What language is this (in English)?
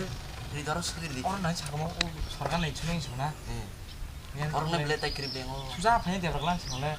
Kok Borok